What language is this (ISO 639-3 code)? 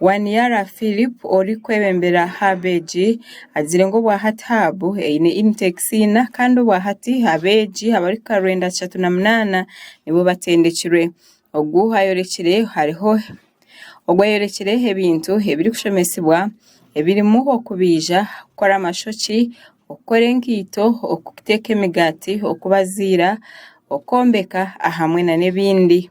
nyn